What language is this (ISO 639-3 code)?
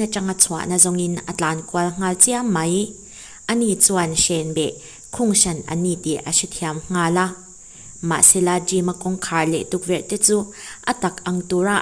lus